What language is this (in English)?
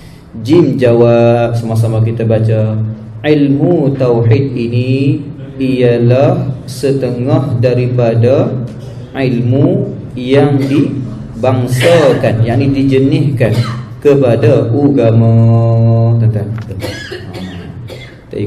Malay